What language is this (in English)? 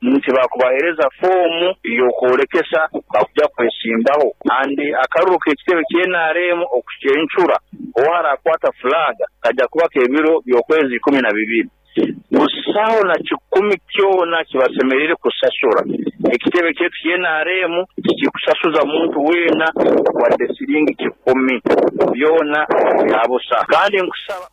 Nyankole